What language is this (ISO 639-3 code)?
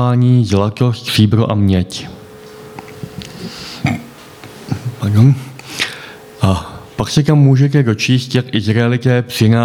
ces